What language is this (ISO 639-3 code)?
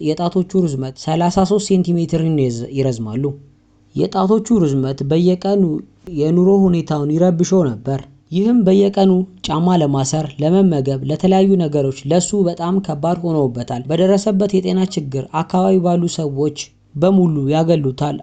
amh